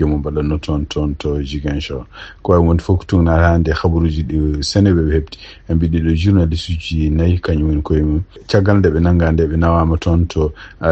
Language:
Fula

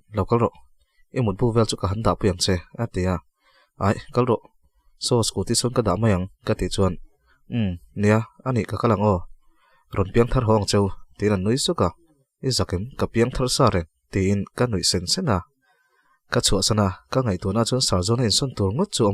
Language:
Mizo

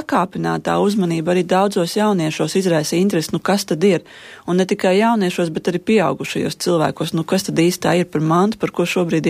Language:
Latvian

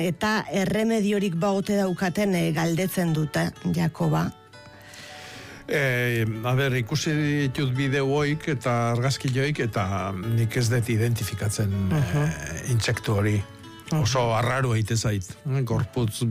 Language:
Basque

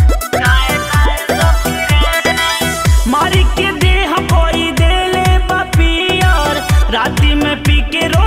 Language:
Bhojpuri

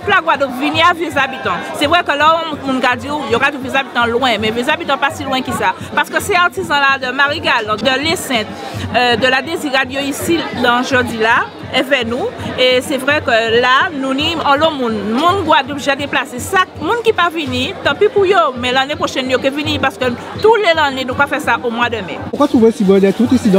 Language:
Guadeloupean Creole French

